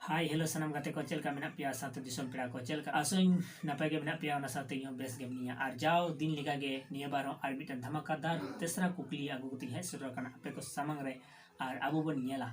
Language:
Santali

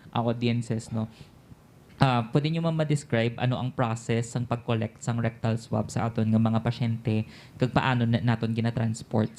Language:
Hiligaynon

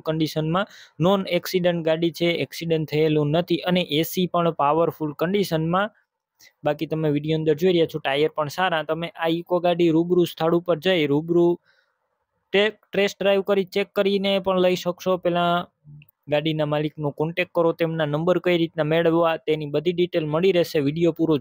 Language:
Gujarati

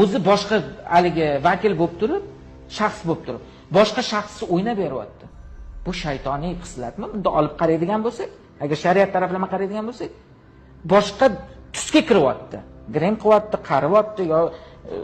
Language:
Uzbek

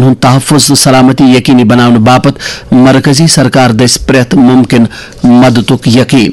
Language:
Kashmiri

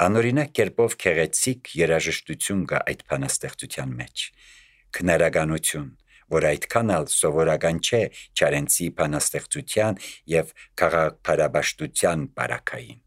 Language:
Armenian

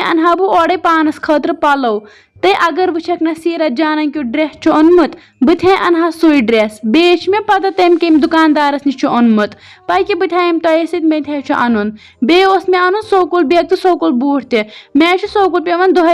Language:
Kashmiri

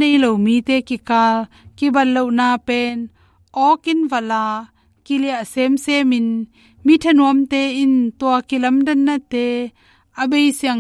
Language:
Tedim Chin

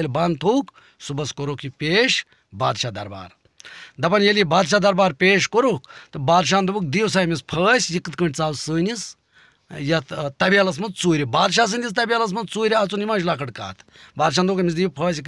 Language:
Kashmiri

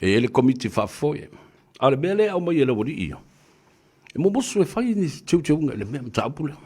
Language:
Samoan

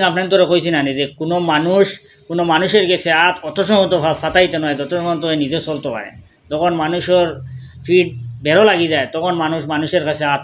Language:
Sylheti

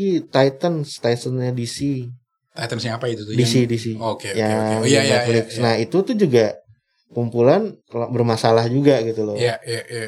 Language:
Indonesian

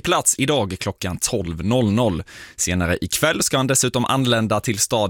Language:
Swedish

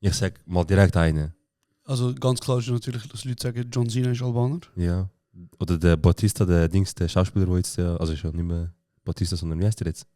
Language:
Swiss German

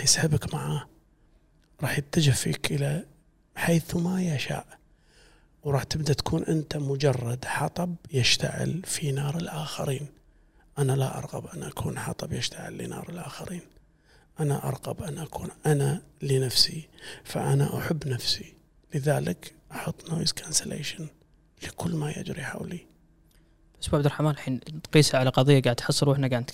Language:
Gulf Arabic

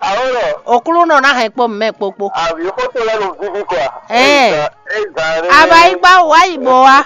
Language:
Fon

